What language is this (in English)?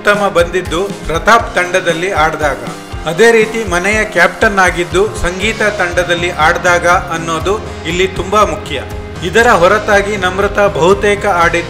Kannada